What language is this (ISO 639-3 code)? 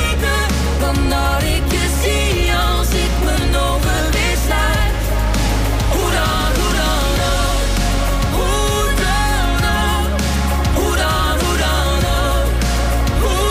nld